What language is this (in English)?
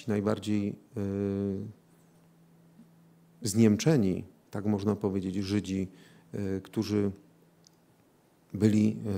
Polish